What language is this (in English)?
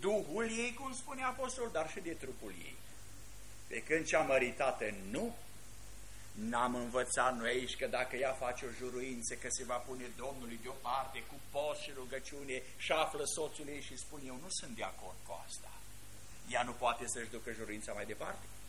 Romanian